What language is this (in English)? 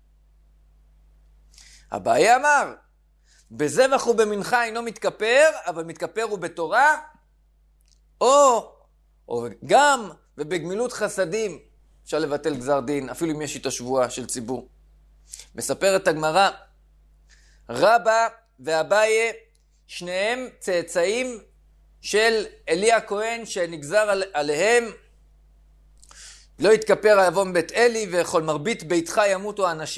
Hebrew